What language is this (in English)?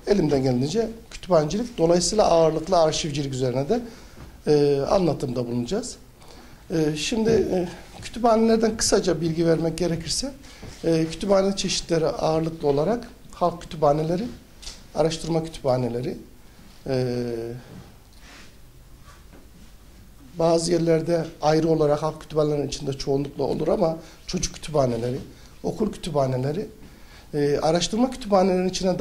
Turkish